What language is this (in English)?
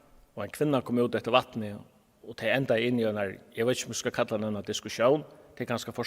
Faroese